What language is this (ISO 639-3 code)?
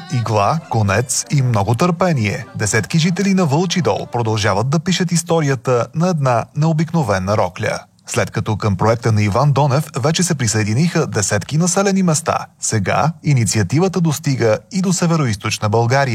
bul